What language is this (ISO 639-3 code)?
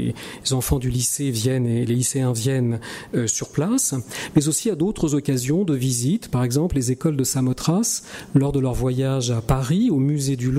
fra